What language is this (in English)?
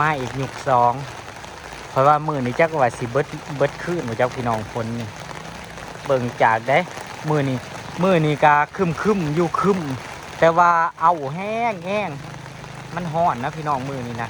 Northeastern Thai